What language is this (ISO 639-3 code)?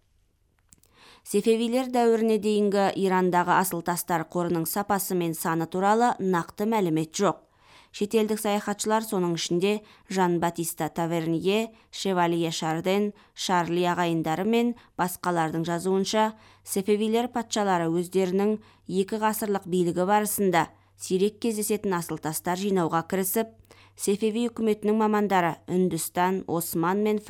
kaz